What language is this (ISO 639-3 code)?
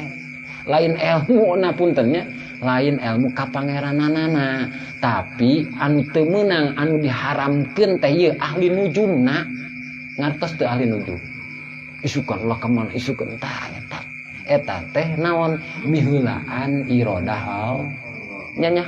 sun